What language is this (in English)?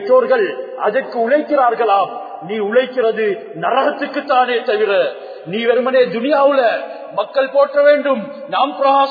Tamil